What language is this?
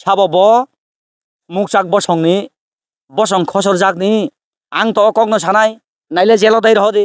Kok Borok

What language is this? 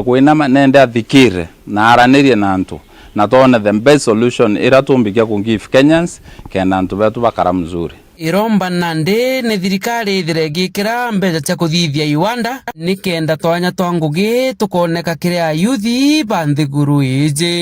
Meru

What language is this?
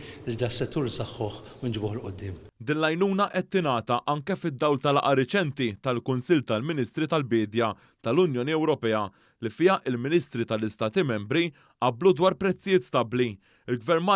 Maltese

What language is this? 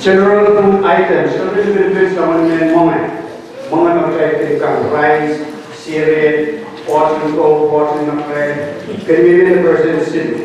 Pohnpeian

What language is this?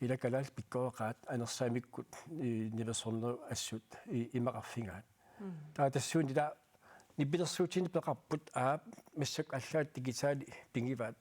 Kalaallisut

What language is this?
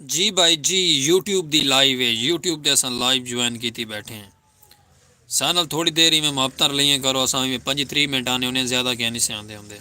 Saraiki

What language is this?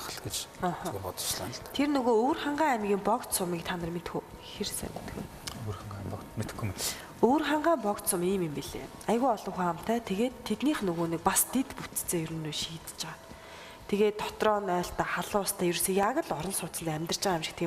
Mongolian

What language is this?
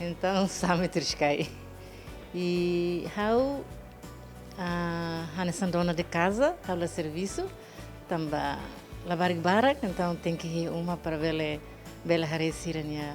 Tetum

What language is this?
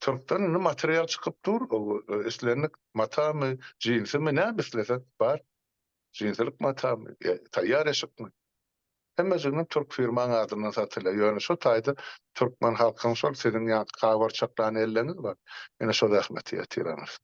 Turkmen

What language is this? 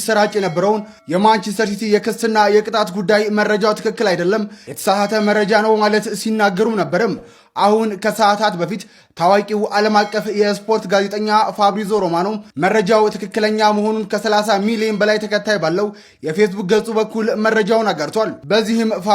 Amharic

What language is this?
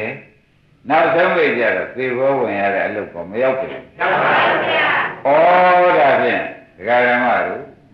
Burmese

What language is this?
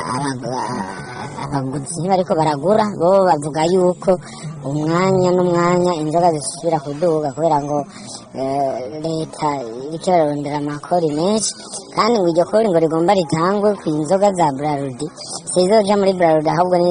Rundi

